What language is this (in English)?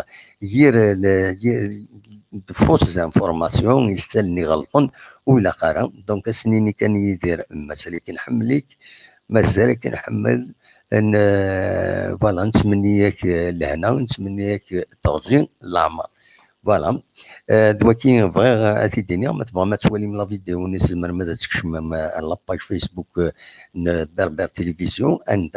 Kabyle